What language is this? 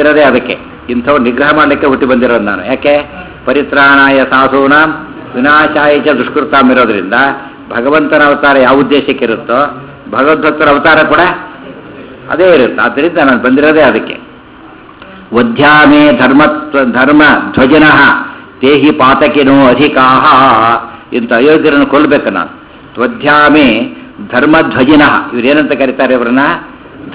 Kannada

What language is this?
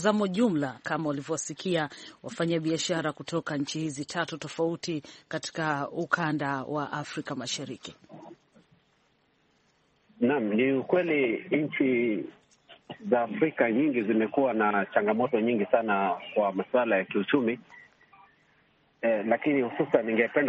Swahili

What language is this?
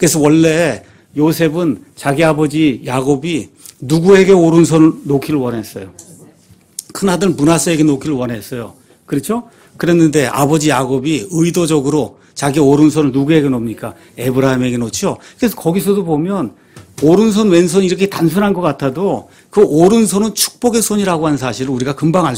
Korean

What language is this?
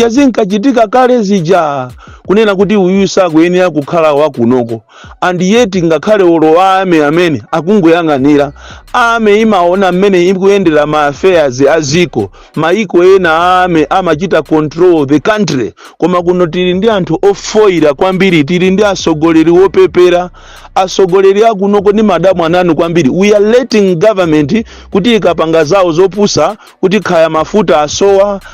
Nyanja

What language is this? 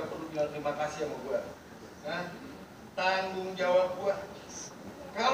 Betawi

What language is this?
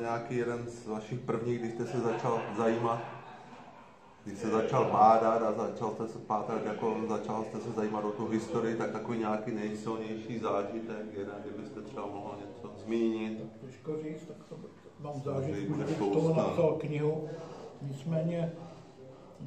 Czech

